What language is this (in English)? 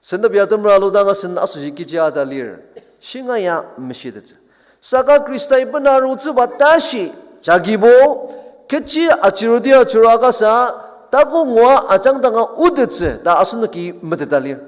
Ao Naga